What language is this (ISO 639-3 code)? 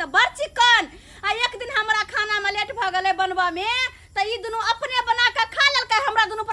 mai